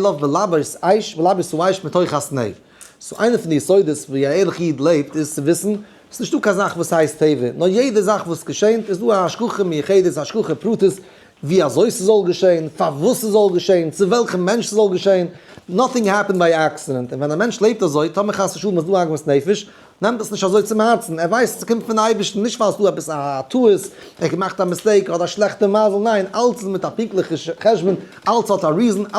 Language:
Yiddish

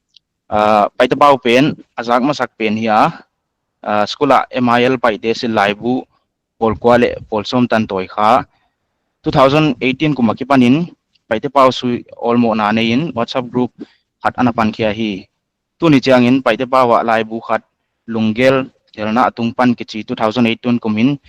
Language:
Paite Chin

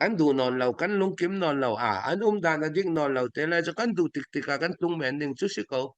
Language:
Falam Chin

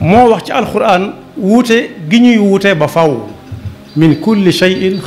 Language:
Wolof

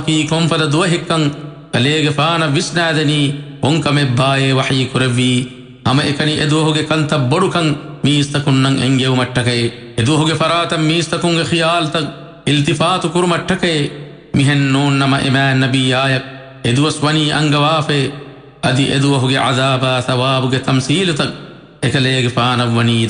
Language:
Divehi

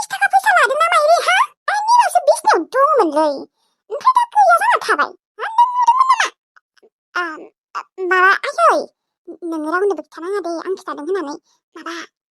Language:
Bodo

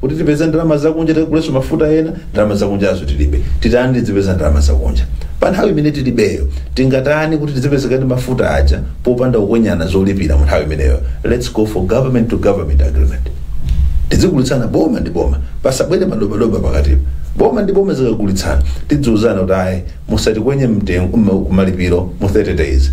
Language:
Nyanja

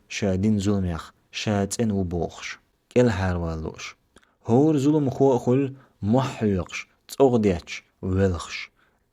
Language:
Chechen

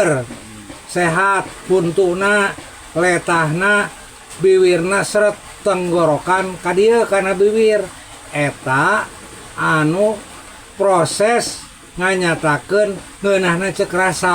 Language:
Sundanese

